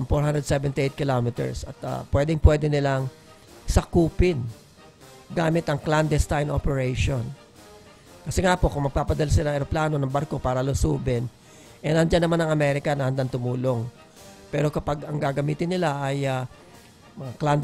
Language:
Filipino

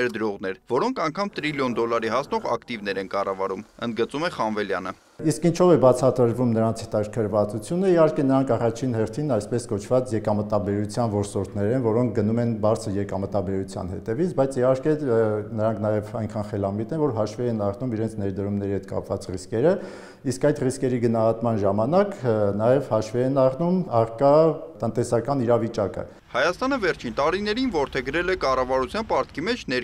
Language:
Armenian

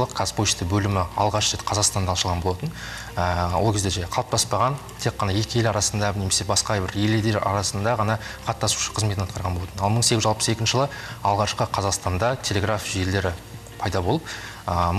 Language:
Kazakh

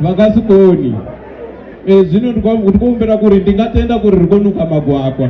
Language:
Venda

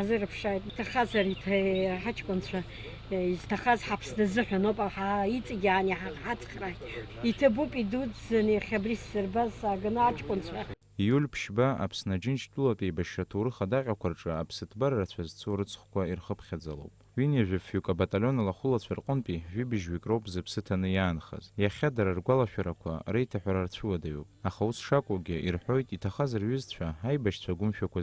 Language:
Abkhazian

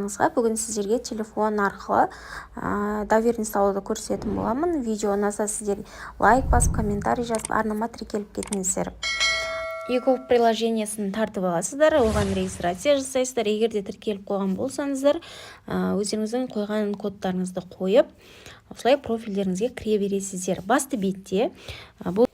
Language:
Kazakh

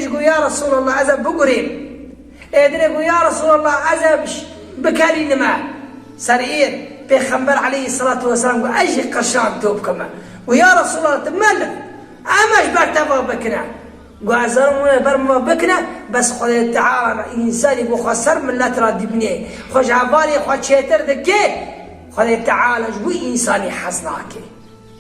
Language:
Kurdish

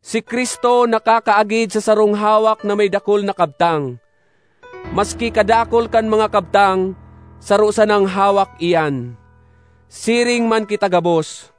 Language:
Bikol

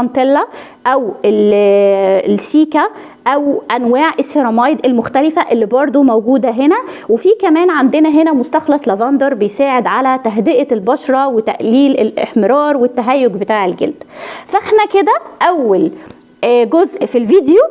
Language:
Egyptian Arabic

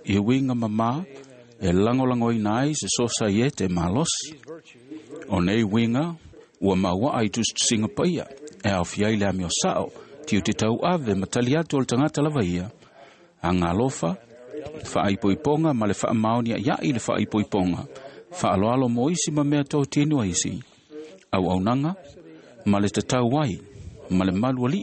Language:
Samoan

